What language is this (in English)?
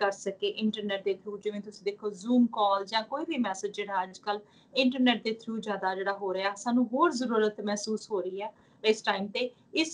Punjabi